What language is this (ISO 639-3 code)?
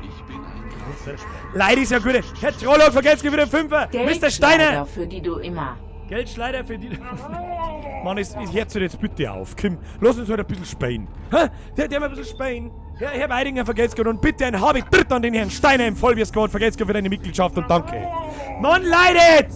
bar